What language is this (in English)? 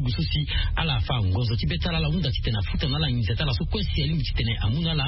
Sango